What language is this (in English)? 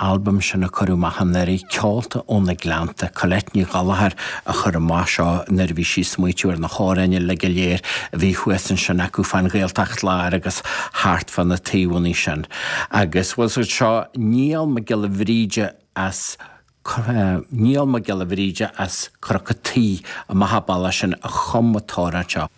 Irish